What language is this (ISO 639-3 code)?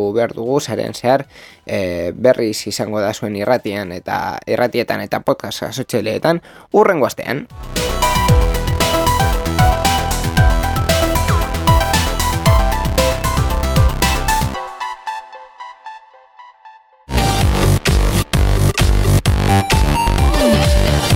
eus